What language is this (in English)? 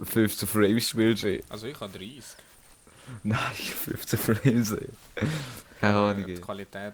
Swiss German